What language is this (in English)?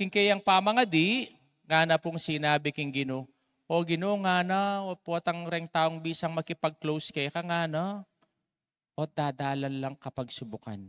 Pampanga